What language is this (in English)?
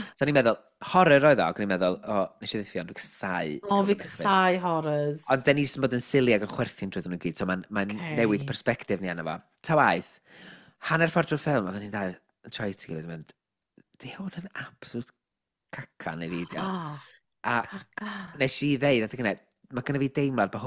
Welsh